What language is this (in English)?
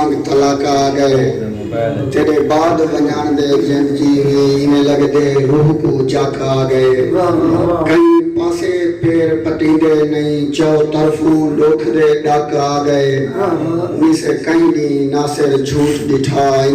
Saraiki